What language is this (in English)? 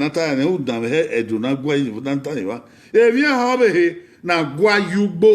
Bini